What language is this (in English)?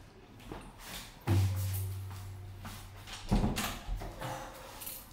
Slovak